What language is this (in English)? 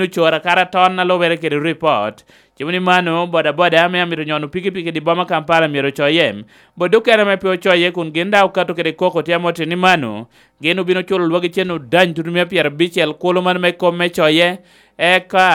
Lango (Uganda)